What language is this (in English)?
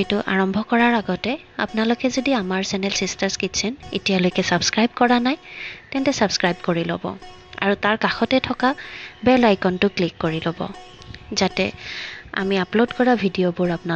Assamese